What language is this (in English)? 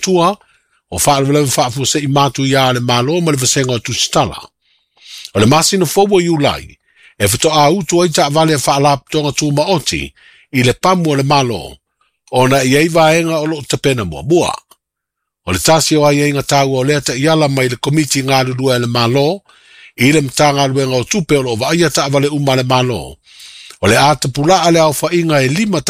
Samoan